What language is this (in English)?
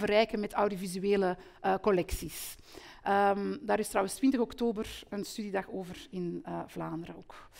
Dutch